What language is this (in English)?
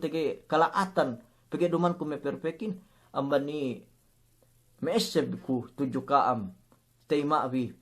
Yakan